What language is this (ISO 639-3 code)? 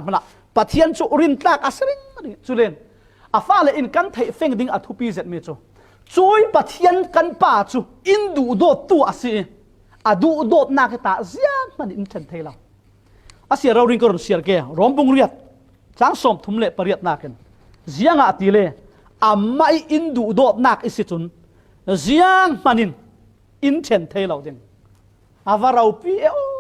cfm